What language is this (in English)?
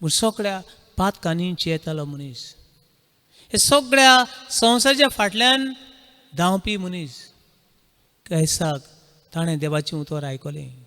Konkani